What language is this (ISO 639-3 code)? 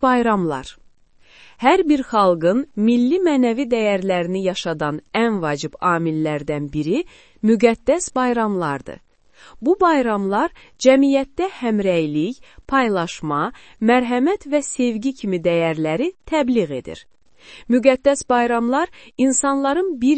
aze